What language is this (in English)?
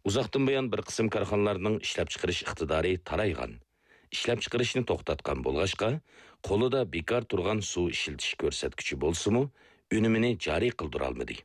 Uyghur